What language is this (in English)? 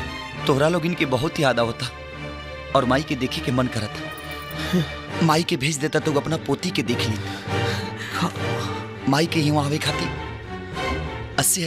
Bhojpuri